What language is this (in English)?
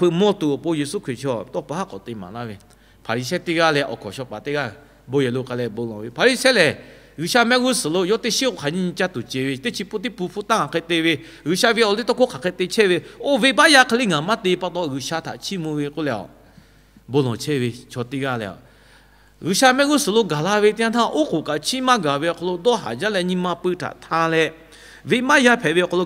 Lahu